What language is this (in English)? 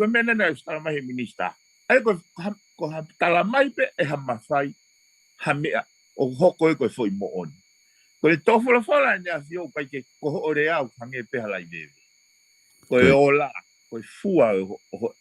Tongan